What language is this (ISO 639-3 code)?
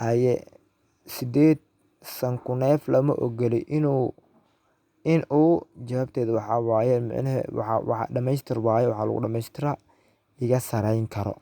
som